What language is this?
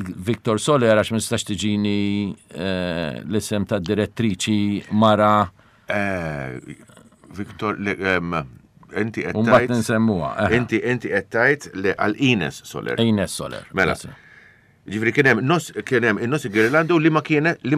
Maltese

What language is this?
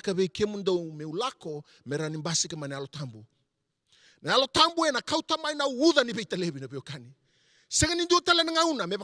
Fijian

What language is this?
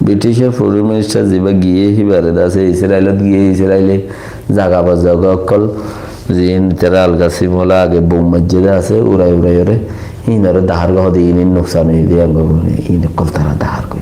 Rohingya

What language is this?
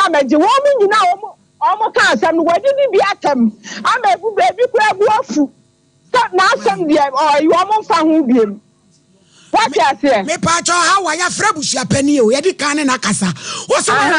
Akan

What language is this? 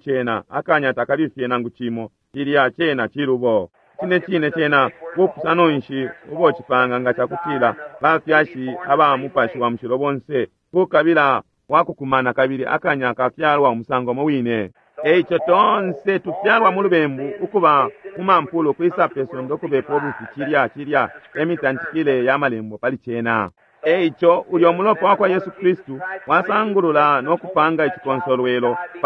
Bemba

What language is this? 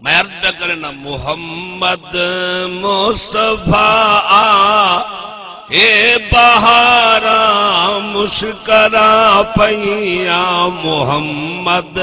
Saraiki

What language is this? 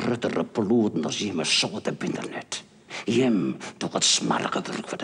Western Frisian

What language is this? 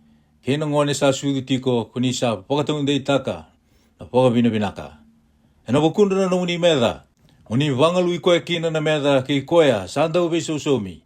Fijian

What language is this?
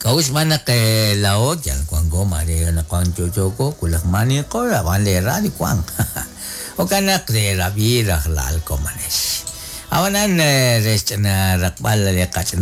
Kekchí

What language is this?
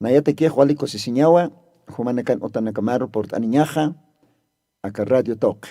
Aymara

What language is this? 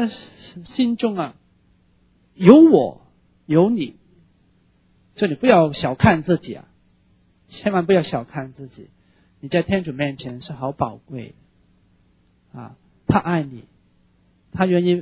Chinese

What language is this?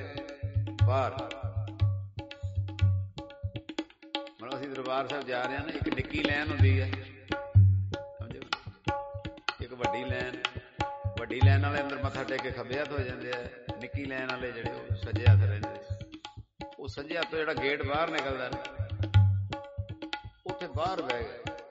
Punjabi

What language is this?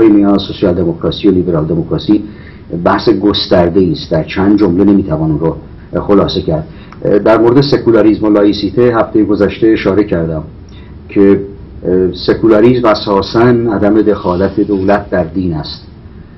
Persian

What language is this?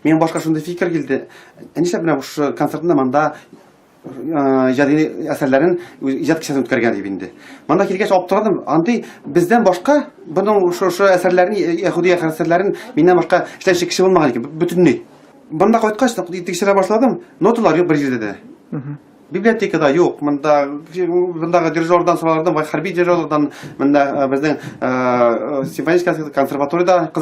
Tatar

